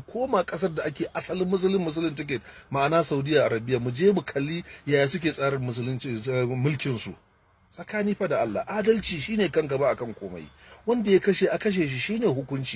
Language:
Hausa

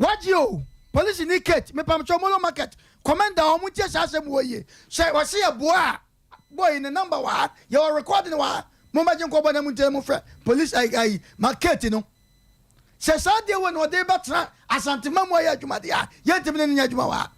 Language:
Akan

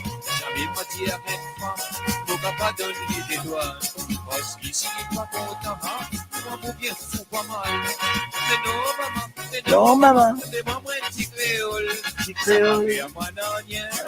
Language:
Morisyen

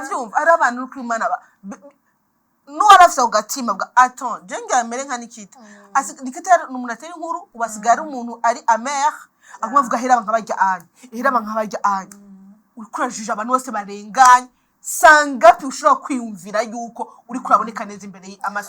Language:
Rundi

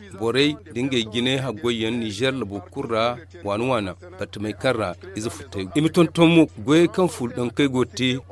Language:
Zarma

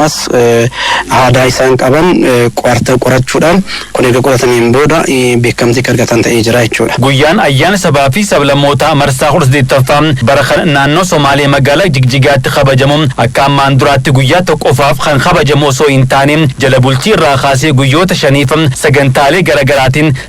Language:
Oromo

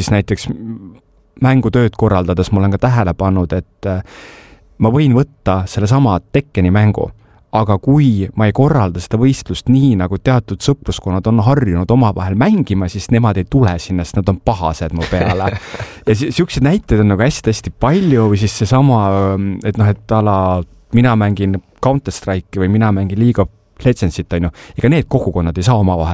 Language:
Estonian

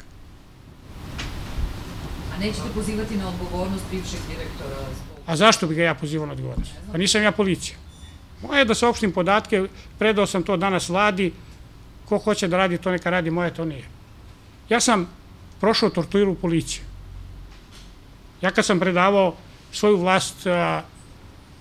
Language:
Serbian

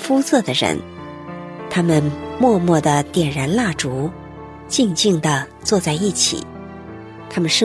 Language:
Chinese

